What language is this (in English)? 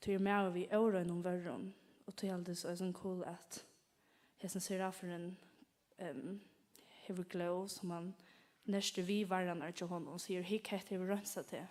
Faroese